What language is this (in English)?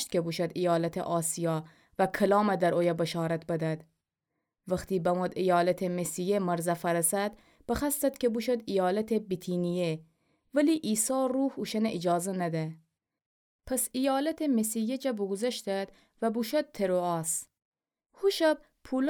Gilaki